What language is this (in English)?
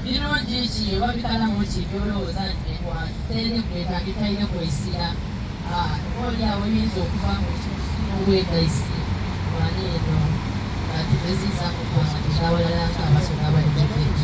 Soga